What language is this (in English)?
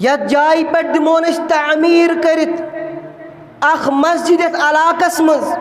Kashmiri